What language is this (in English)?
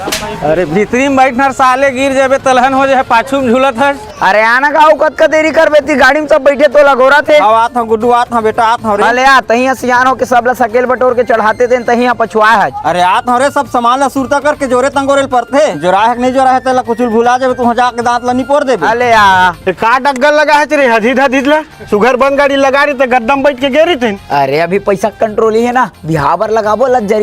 Chhattisgarhi